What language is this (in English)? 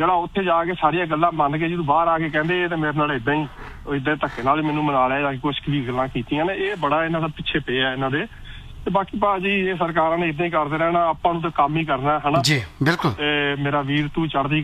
Punjabi